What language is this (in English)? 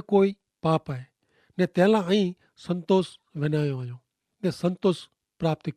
Kachhi